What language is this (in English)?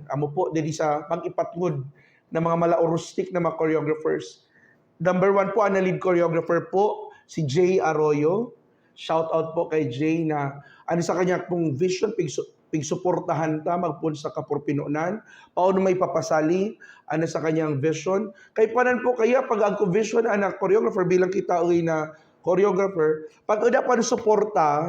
Buhi'non Bikol